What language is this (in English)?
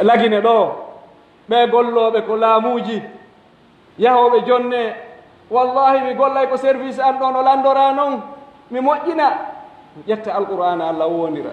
Pular